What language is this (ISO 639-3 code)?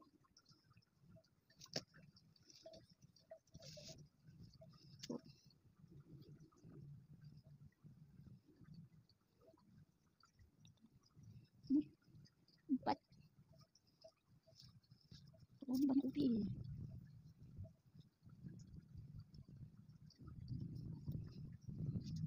msa